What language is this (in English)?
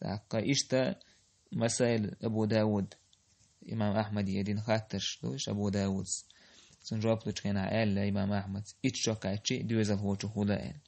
Chechen